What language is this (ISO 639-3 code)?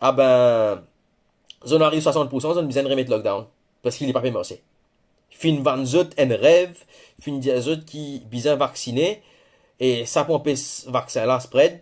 mfe